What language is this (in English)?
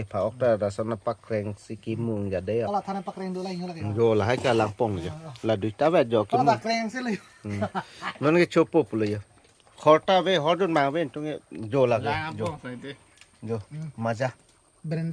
Karbi